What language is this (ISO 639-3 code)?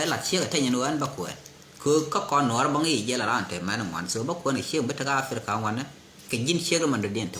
nus